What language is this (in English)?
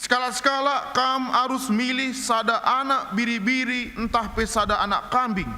Batak Karo